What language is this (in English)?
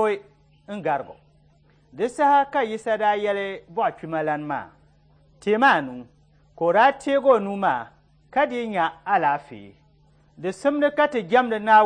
Dagbani